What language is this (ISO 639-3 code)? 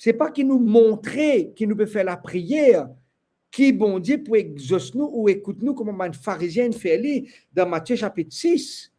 mfe